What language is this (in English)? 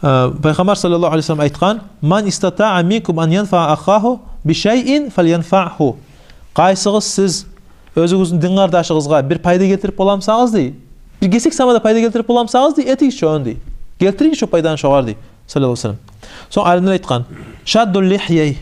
Kumyk